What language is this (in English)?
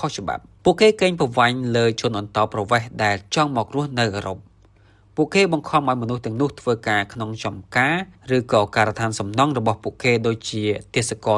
Khmer